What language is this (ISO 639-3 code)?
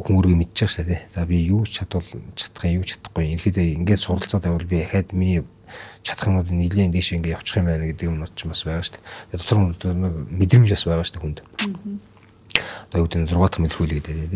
mon